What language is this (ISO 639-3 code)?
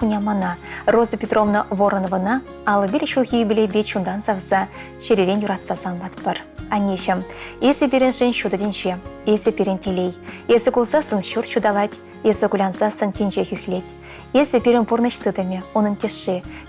chv